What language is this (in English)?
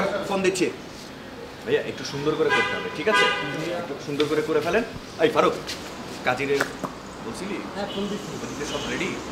Bangla